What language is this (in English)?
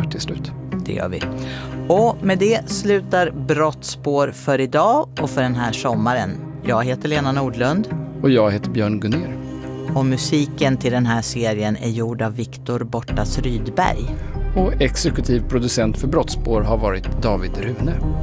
Swedish